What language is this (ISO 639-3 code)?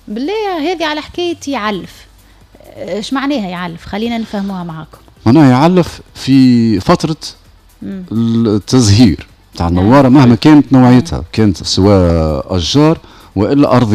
aeb